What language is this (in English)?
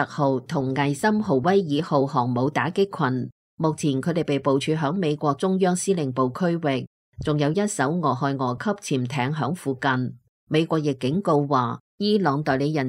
Cantonese